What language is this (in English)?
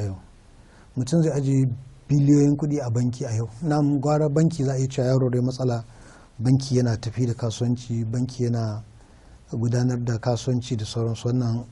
Hausa